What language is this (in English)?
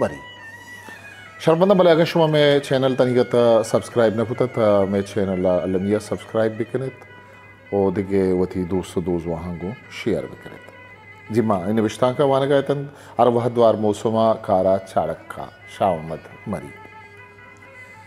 Baluchi